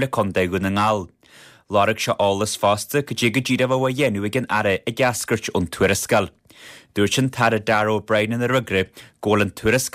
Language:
Irish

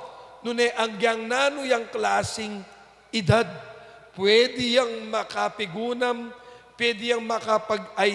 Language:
Pampanga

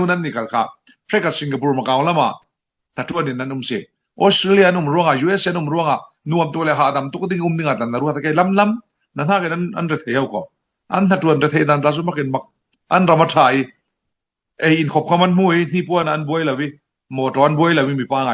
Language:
Falam Chin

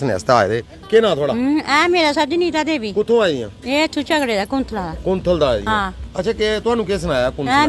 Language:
Dogri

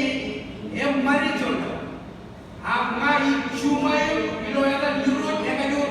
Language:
Marshallese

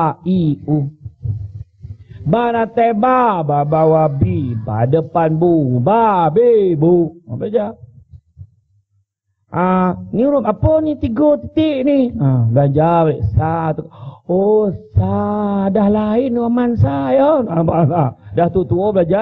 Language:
Malay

